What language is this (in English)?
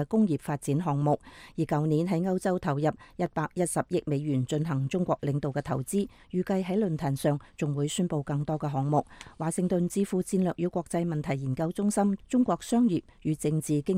Cantonese